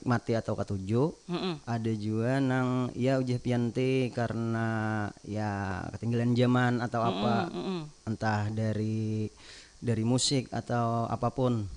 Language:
Banjar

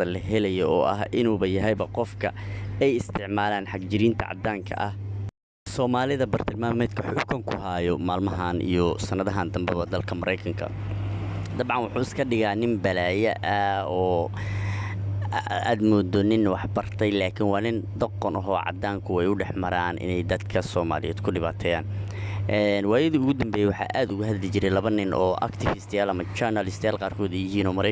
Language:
Somali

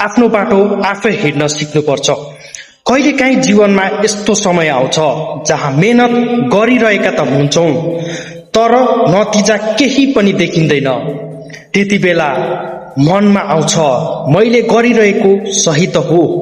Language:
Nepali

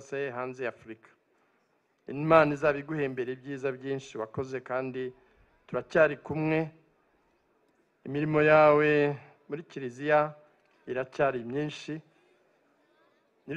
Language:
Kinyarwanda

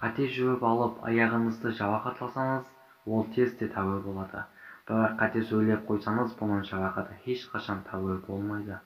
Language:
Kara-Kalpak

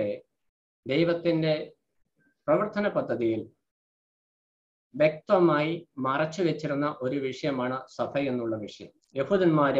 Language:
Malayalam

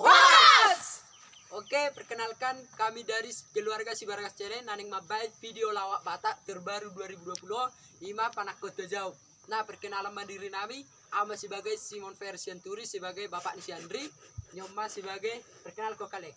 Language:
Batak Toba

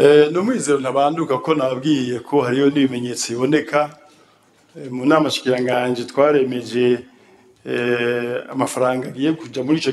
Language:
Rundi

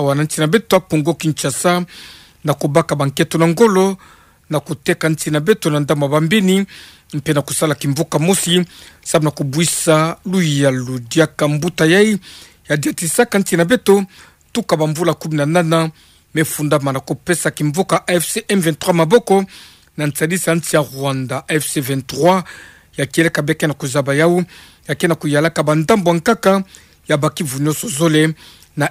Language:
Kituba (Democratic Republic of Congo)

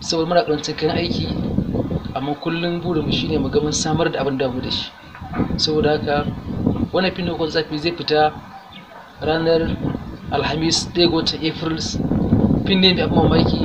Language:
Hausa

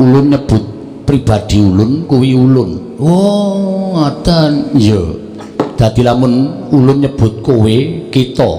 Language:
Javanese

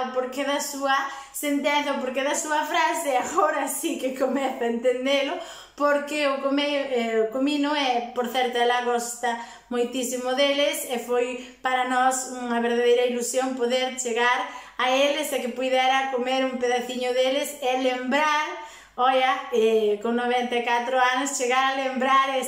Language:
Galician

